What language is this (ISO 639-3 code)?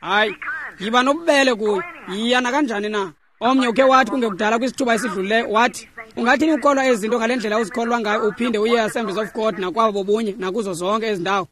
xho